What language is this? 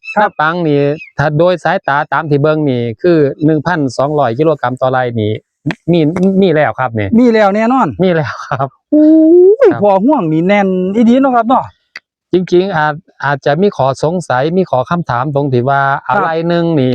Northeastern Thai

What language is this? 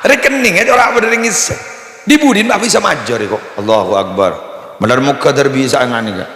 Madurese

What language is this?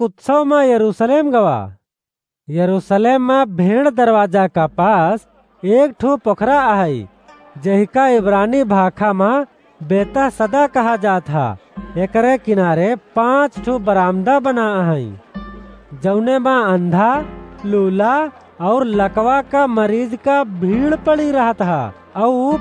Awadhi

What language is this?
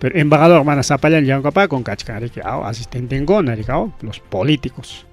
Ayacucho Quechua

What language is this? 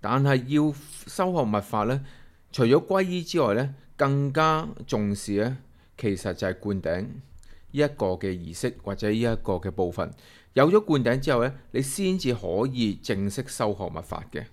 Cantonese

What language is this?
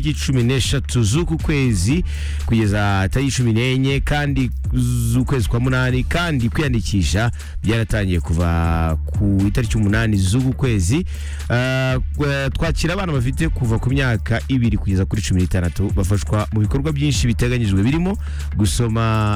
Kinyarwanda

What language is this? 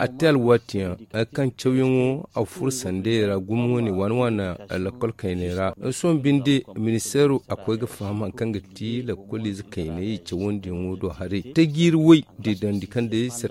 Zarma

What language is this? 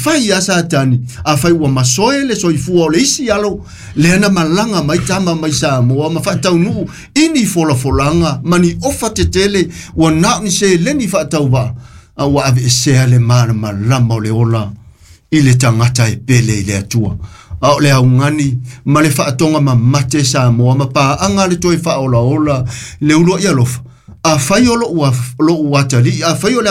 Samoan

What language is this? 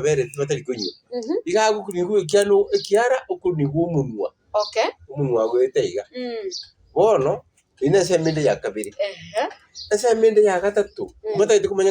Gusii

